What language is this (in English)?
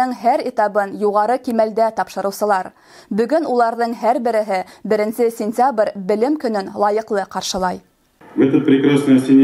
Bashkir